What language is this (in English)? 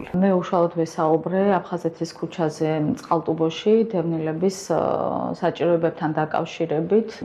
Georgian